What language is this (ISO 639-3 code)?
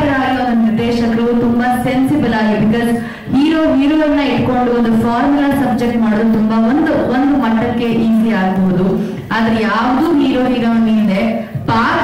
kan